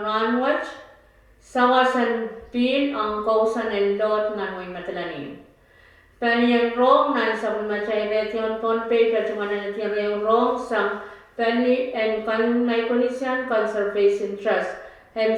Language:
Pohnpeian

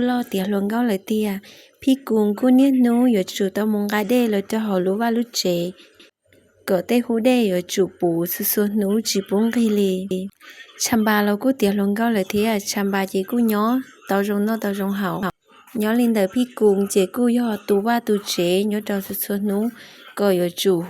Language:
Hmong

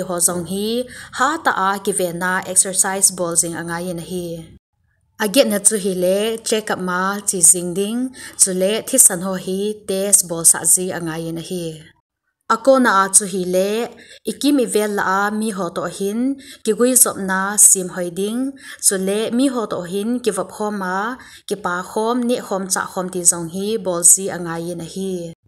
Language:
Thado Chin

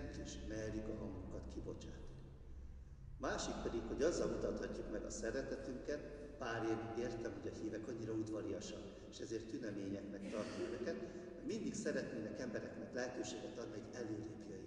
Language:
Hungarian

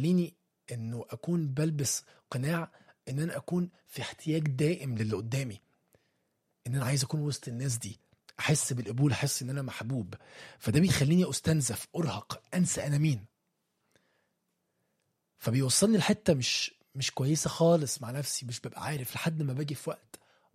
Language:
Egyptian Arabic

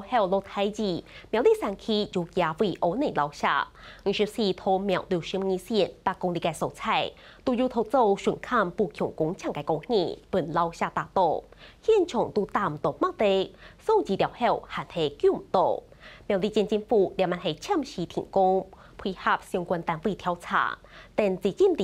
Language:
Hakka Chinese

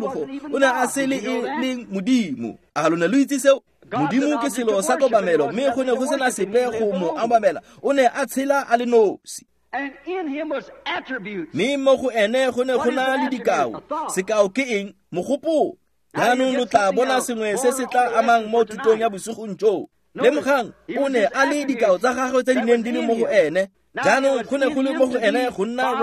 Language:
Tswana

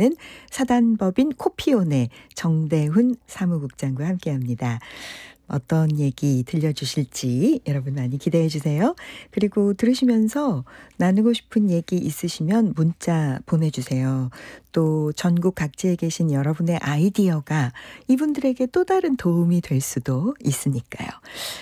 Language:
Korean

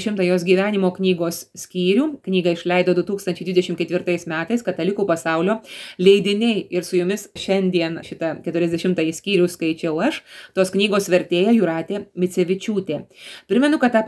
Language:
Lithuanian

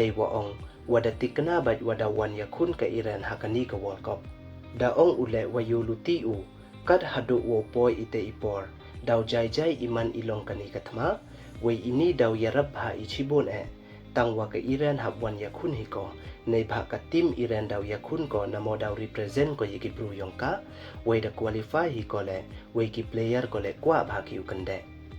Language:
Pnar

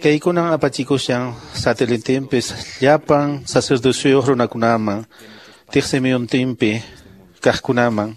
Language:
Quechua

